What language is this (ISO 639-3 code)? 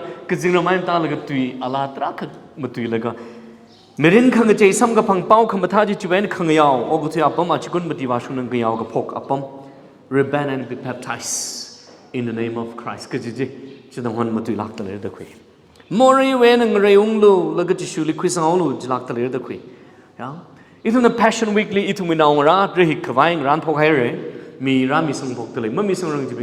nmf